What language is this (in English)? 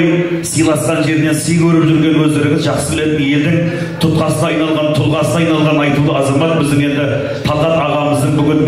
Kazakh